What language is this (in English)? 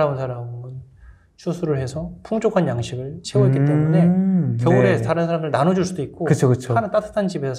Korean